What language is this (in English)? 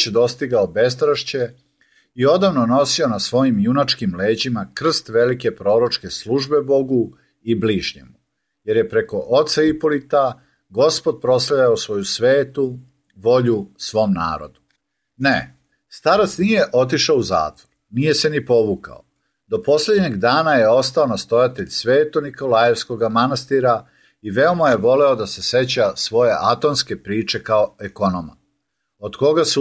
Serbian